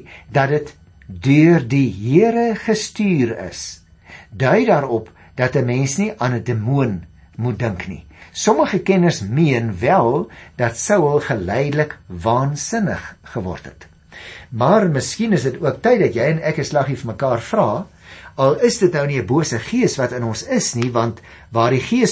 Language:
Afrikaans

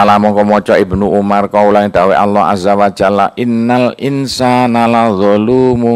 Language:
Javanese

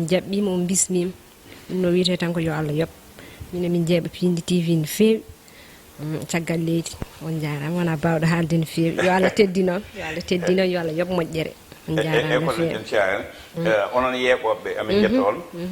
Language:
Fula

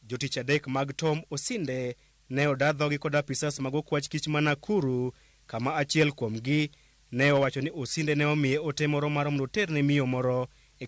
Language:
Luo (Kenya and Tanzania)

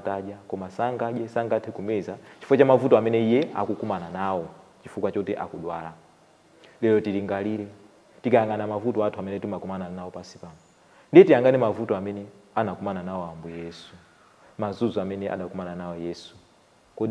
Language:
Nyanja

